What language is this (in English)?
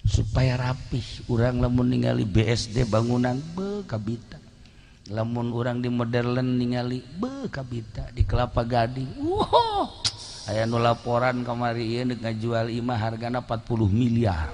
Sundanese